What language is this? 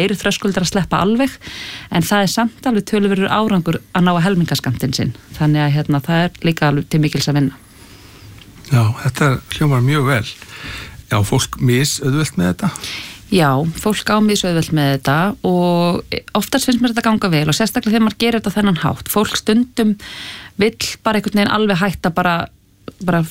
Icelandic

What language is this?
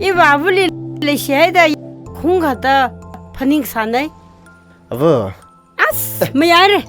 Tangkhul Naga (India)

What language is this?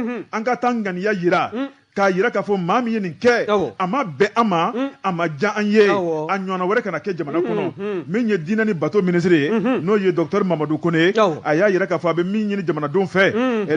Bambara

